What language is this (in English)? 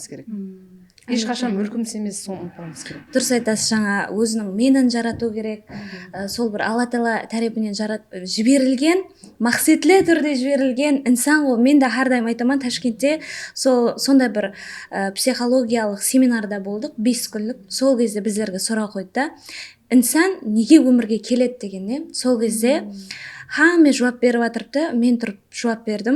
Kara-Kalpak